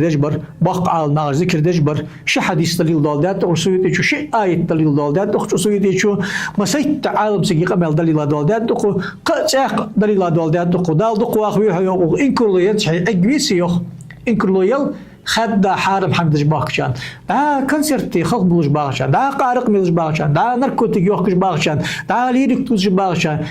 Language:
Ingush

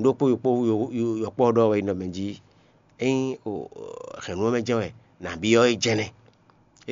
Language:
Fon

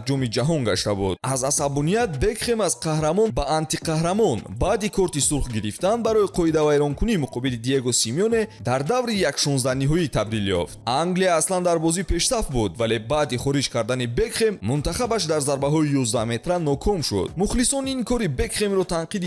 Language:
Tajik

